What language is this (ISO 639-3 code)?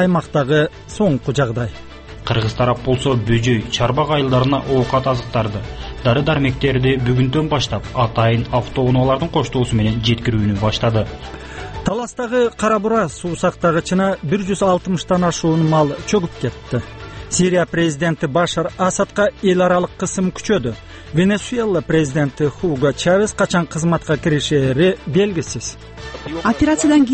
kir